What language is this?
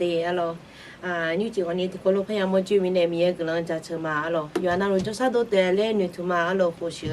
Akha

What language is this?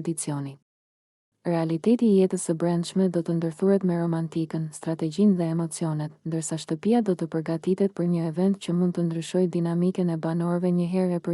Albanian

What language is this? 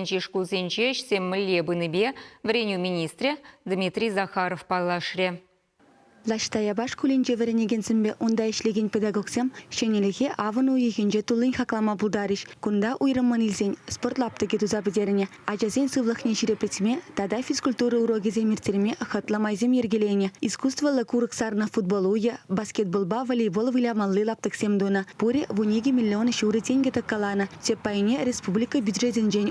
Chuvash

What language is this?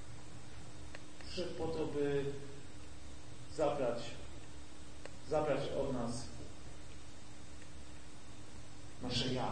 Polish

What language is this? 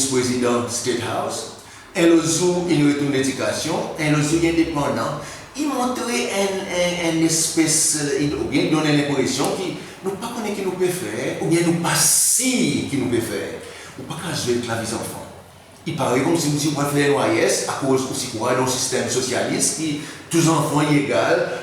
Seselwa Creole French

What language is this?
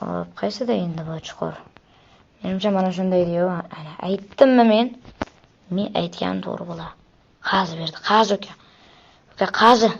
Uzbek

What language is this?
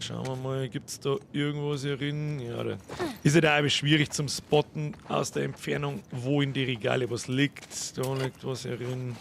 Bavarian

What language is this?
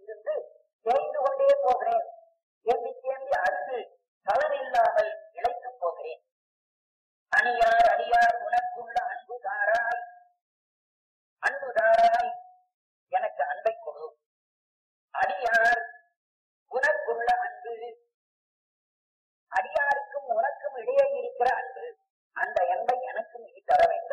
Tamil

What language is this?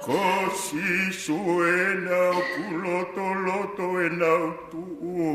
Tongan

